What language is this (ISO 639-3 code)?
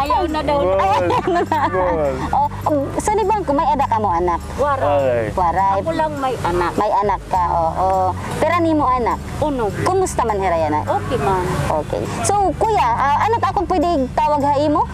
war